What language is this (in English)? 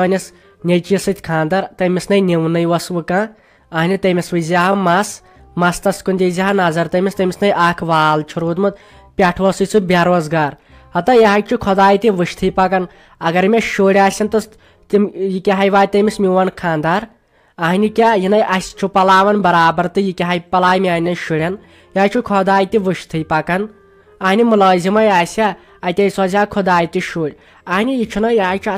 Kashmiri